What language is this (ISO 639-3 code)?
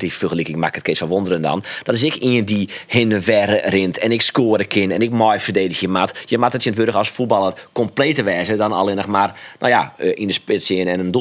fry